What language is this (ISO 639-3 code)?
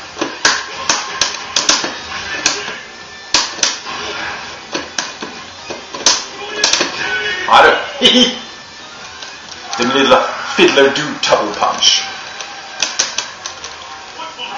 swe